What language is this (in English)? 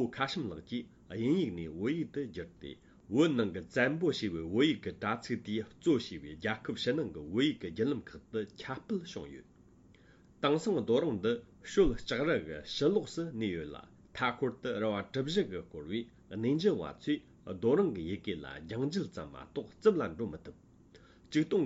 Tibetan